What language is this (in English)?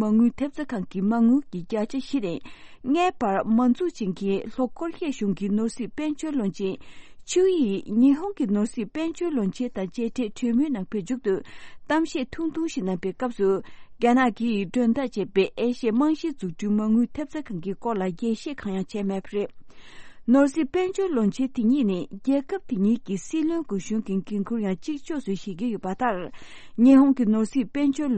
Tibetan